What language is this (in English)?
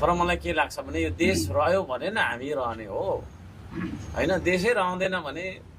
Nepali